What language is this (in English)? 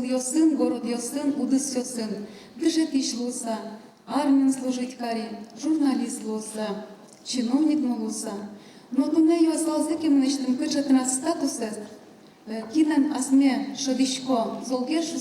Udmurt